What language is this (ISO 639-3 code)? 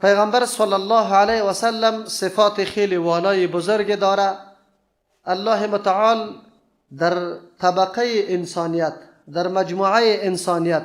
fas